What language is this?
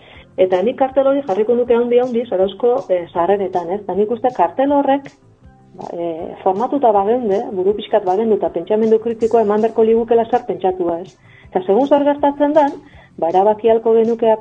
Basque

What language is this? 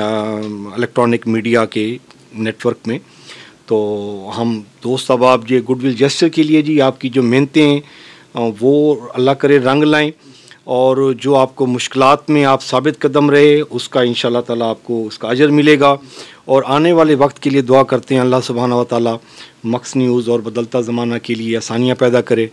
Urdu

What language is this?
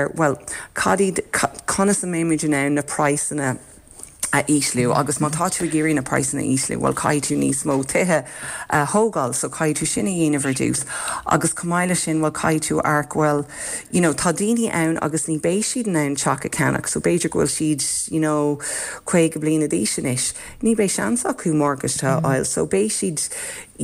Irish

